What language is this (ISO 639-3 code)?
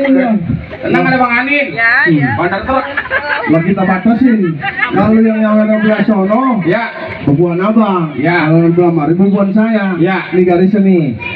bew